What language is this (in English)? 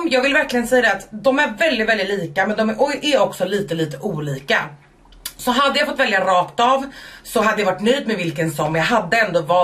Swedish